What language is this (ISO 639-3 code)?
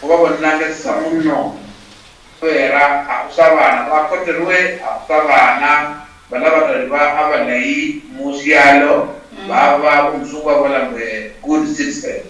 luy